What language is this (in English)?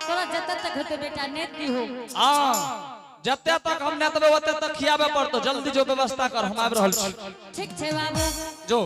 Angika